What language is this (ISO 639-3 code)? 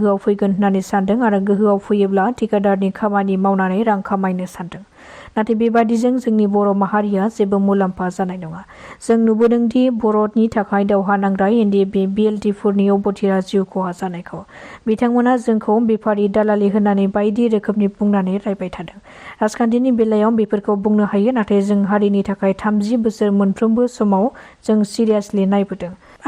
brx